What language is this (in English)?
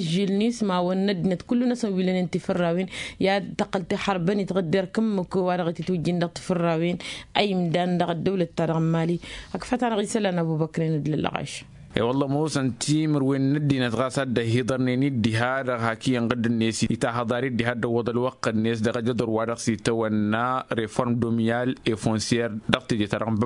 Tamasheq